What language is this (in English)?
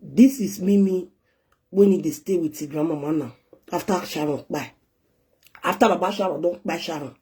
Nigerian Pidgin